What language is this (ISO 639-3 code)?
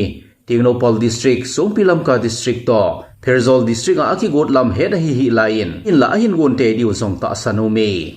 tcz